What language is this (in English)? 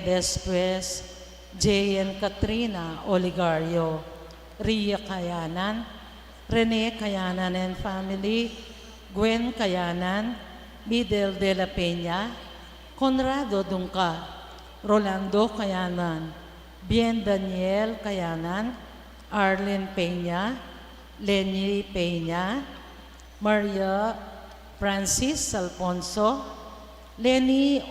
Pampanga